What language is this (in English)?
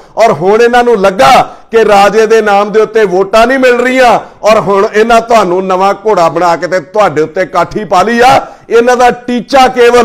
Punjabi